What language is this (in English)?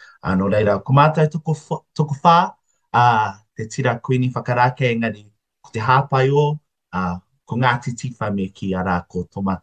Māori